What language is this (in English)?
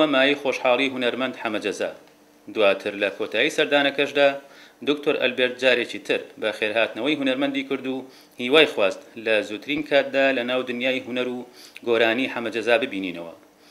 Central Kurdish